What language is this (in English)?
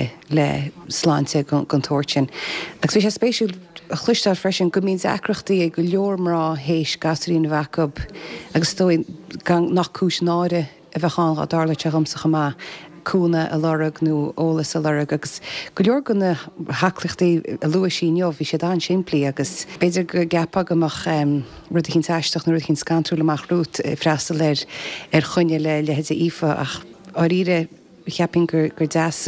Irish